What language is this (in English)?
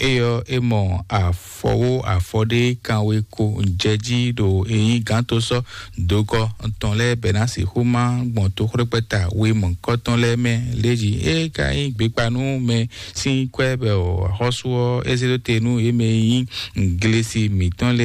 Fon